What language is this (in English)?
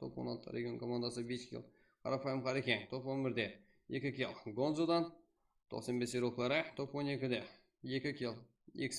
Kara-Kalpak